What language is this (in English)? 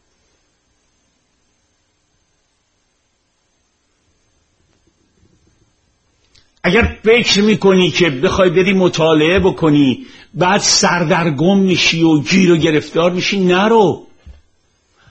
Persian